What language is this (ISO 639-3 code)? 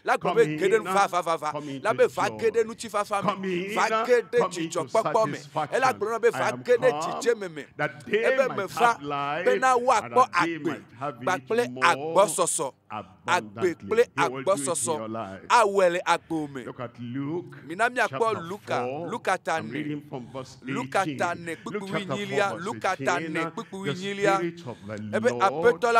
ewe